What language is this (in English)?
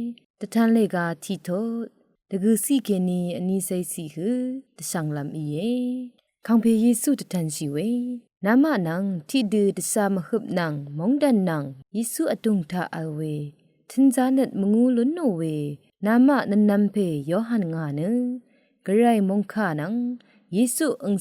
Rawang